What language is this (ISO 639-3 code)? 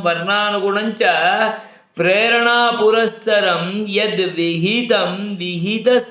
san